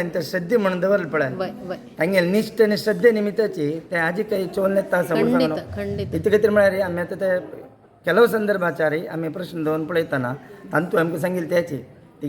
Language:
Konkani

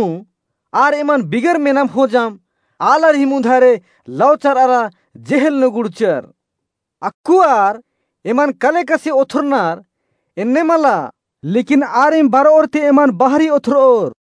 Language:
Kurukh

